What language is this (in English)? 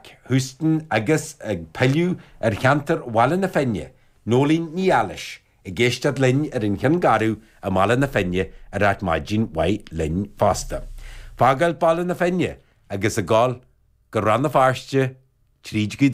Irish